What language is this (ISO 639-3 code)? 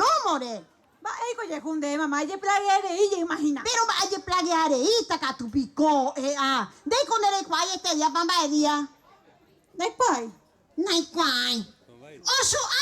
grn